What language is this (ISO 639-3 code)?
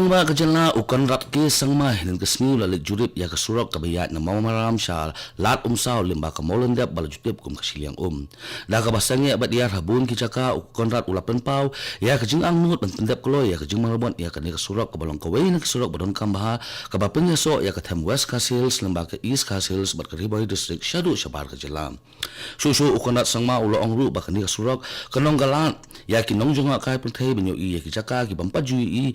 kha